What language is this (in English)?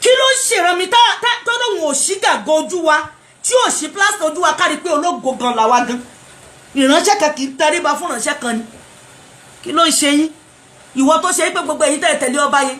Yoruba